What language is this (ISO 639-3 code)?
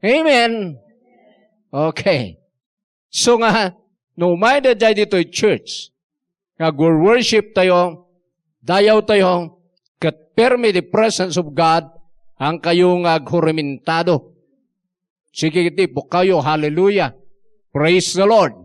ilo